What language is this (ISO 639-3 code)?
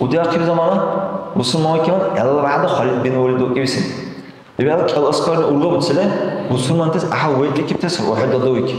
dar